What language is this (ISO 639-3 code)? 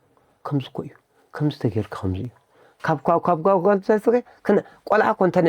tir